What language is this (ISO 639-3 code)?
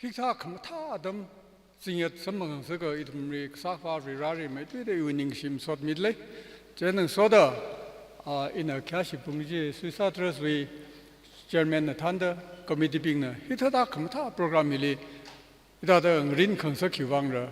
nmf